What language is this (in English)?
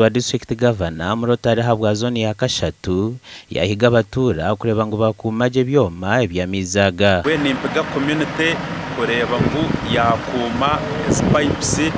Nyankole